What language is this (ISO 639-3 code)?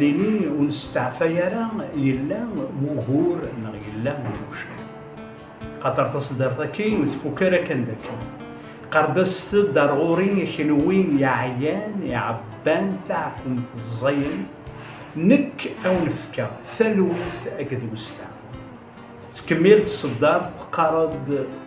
kab